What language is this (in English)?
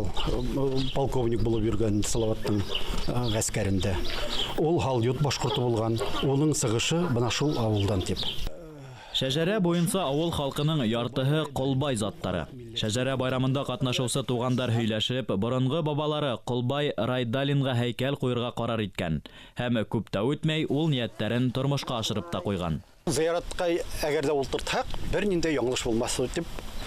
Bashkir